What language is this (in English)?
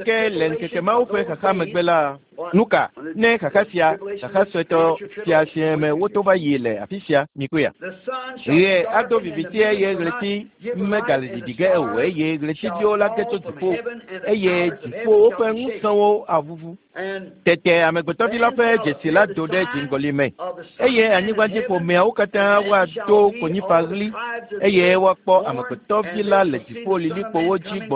Ewe